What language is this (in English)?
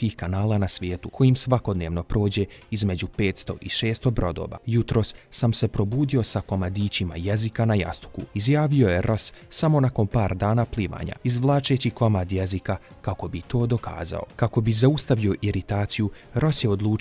Bosnian